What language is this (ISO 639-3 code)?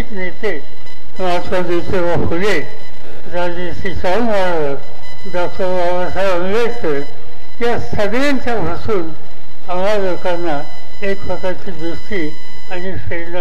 mar